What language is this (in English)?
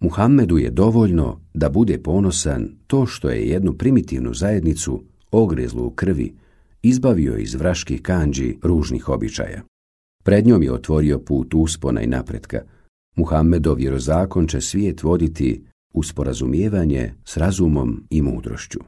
Bosnian